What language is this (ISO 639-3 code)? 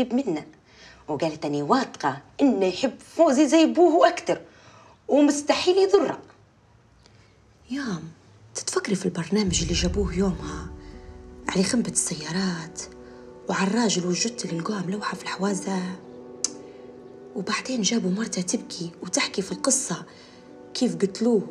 ayl